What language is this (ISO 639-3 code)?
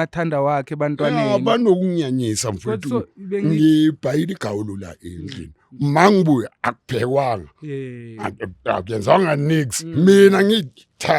zul